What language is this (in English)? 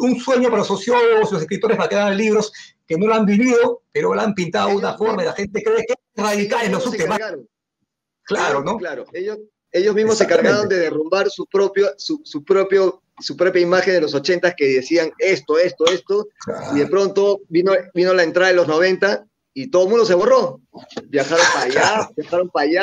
Spanish